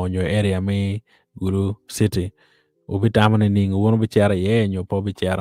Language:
Acoli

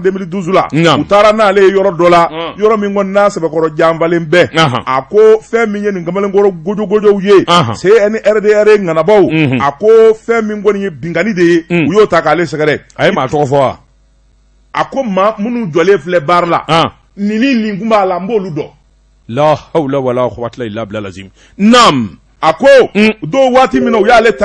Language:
Bambara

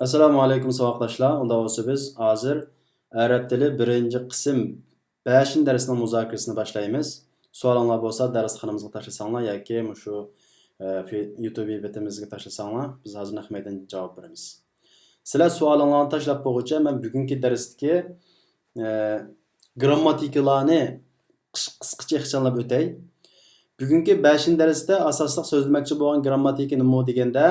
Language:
Uyghur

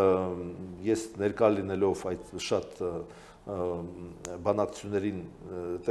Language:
Armenian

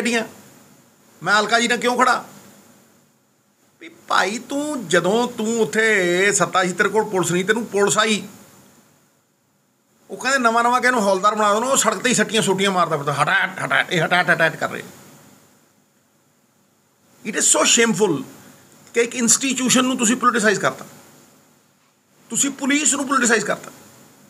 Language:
Punjabi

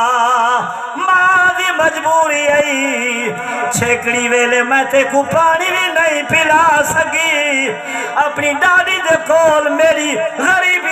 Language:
Saraiki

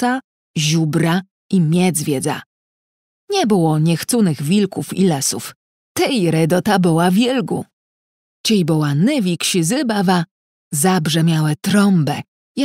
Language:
Kashubian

